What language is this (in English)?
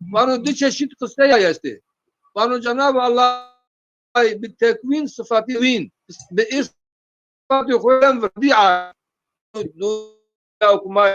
Zaza